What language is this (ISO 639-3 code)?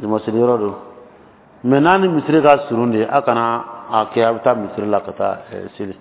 dyu